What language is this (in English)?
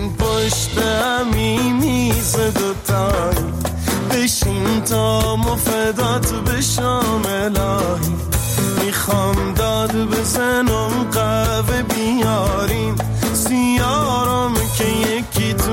Persian